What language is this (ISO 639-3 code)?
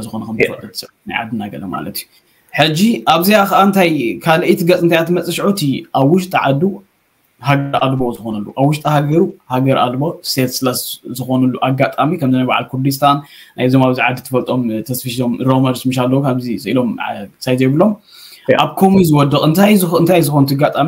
tir